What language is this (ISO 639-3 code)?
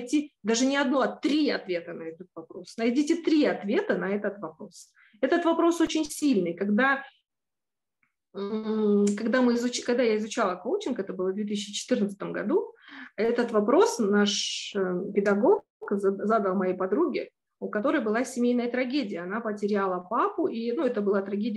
rus